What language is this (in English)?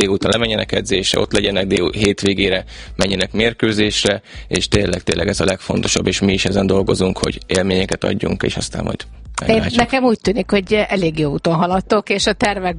Hungarian